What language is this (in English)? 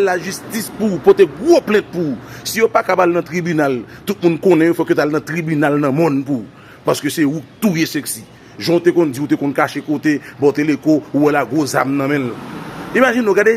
Haitian Creole